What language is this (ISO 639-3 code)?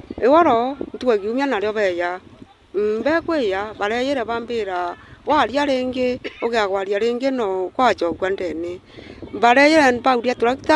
mer